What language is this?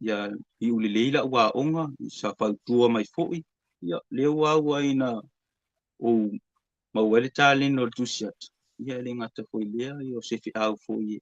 Samoan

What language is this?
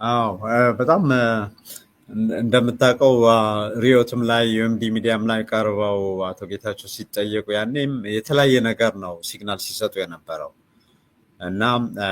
Amharic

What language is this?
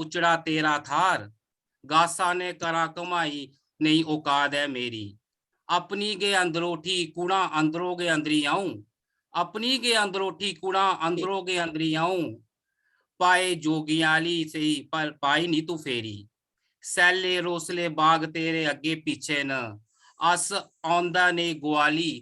Dogri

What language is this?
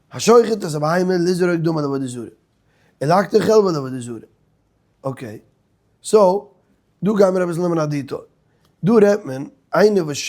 Yiddish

